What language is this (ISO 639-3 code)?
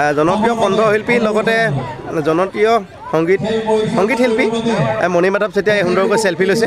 asm